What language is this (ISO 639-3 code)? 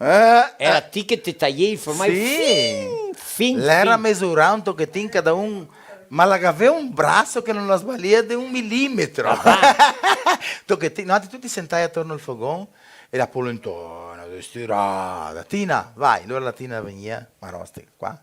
vec